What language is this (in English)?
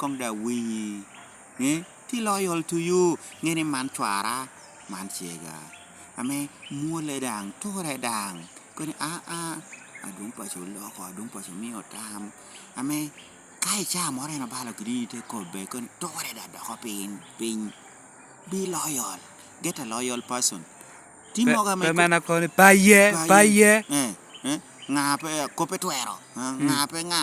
Lango (Uganda)